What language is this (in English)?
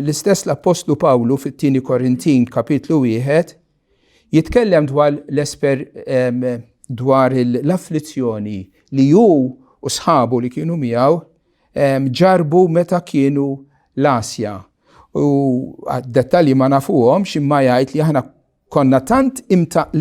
Maltese